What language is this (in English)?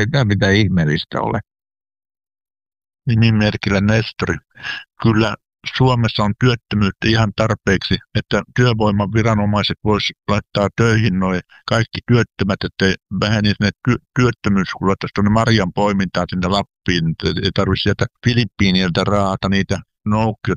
Finnish